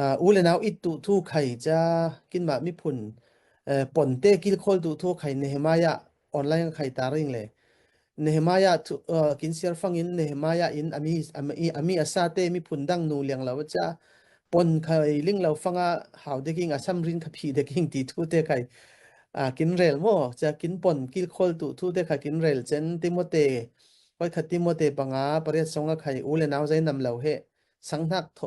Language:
Falam Chin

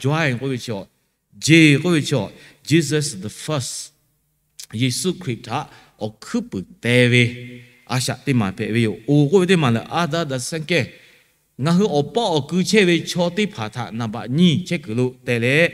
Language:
Lahu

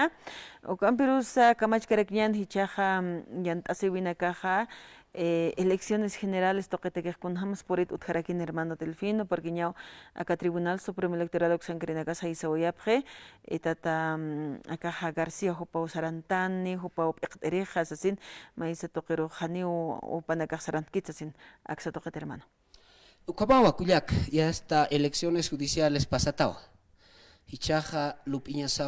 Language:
Aymara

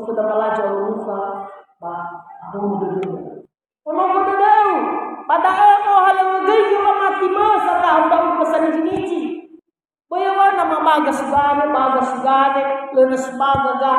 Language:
Nias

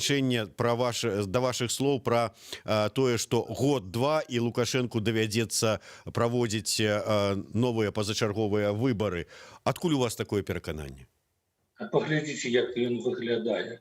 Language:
Belarusian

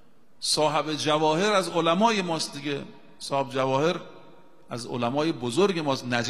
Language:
Persian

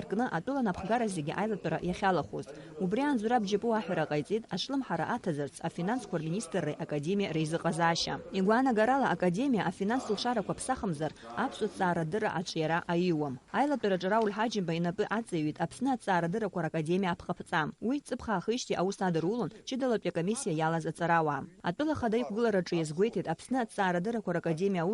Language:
Abkhazian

